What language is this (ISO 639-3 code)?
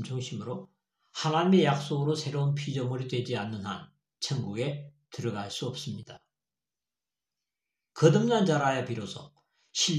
kor